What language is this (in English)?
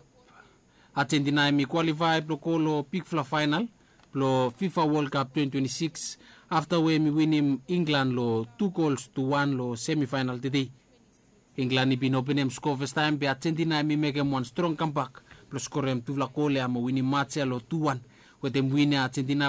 Bislama